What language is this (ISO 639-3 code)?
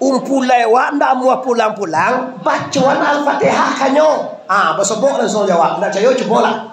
min